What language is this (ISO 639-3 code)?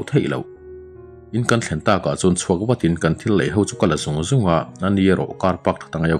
lus